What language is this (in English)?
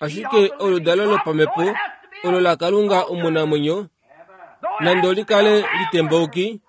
Kuanyama